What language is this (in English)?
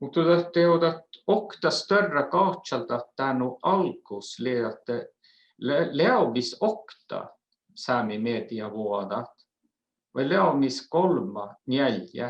Northern Sami